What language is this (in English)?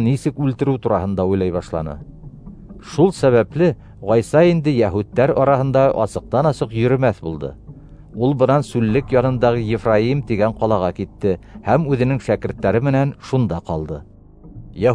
Bashkir